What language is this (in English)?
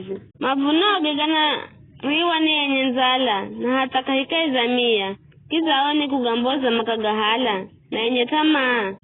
Giryama